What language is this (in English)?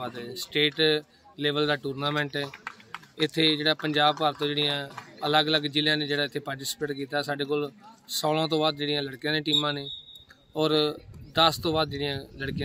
Punjabi